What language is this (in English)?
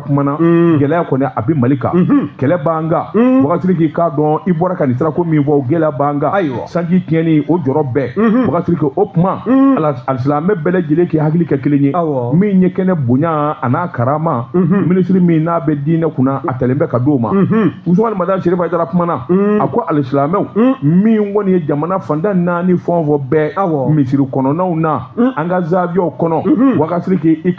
Bambara